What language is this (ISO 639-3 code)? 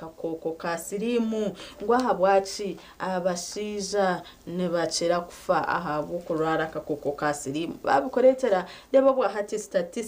nyn